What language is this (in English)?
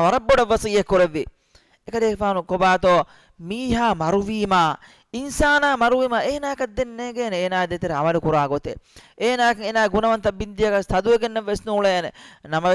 Divehi